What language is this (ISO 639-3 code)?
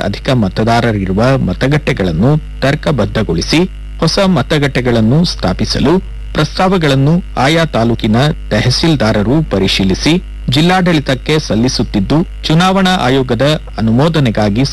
kan